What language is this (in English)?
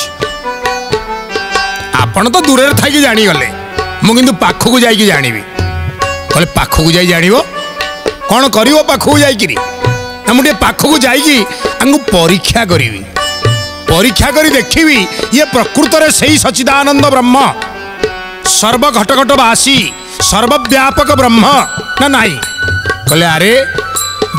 Odia